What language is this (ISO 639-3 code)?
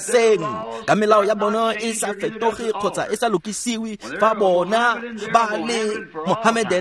tsn